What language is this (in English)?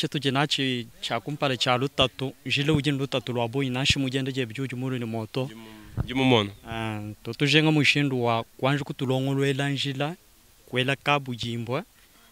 Luba-Lulua